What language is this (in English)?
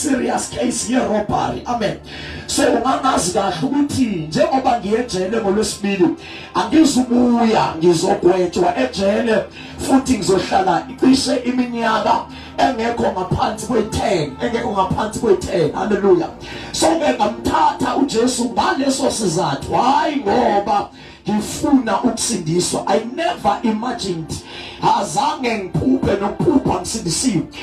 Zulu